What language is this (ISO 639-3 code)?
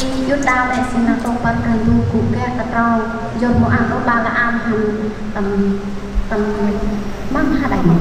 cmo